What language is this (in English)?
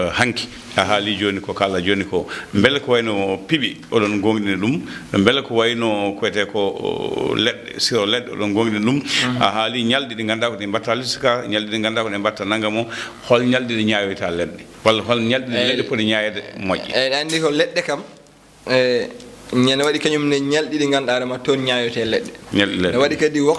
Fula